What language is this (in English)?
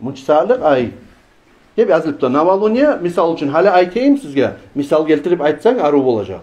Kumyk